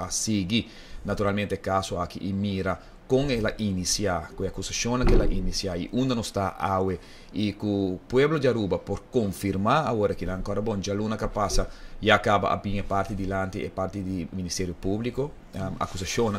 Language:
Papiamento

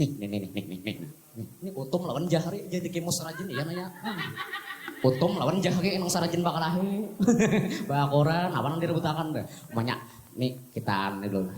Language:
Banjar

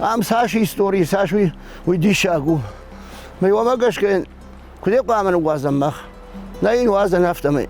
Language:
Ossetic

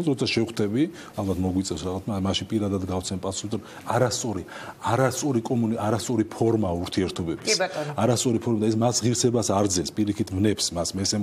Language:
Georgian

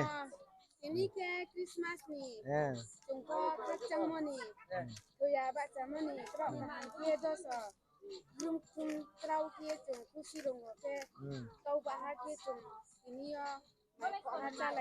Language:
Riang (India)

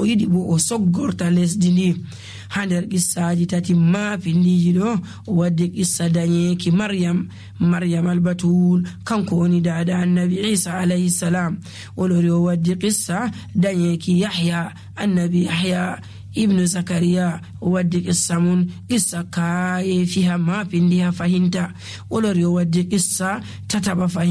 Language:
Nigerian Fulfulde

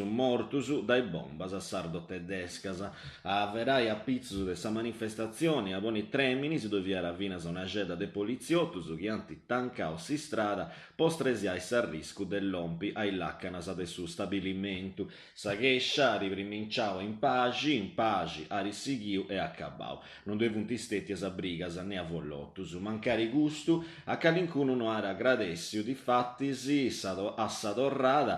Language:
Sardinian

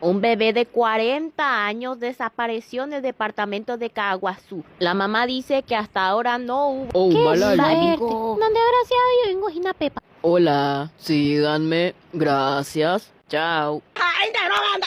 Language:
Guarani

